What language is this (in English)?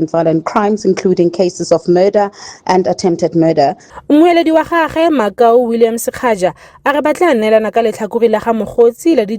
Tswana